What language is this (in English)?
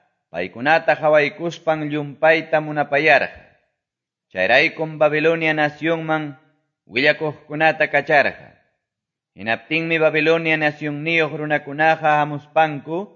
Quechua